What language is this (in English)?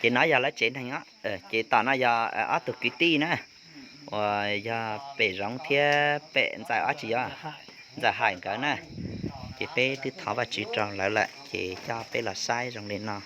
Hmong